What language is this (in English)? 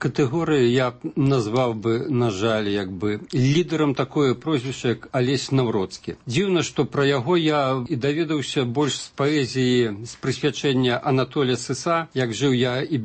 Belarusian